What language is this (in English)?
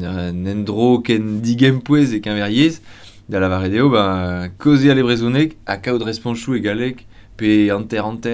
Breton